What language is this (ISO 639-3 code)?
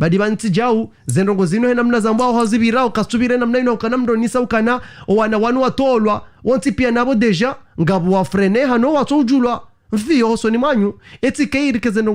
zdj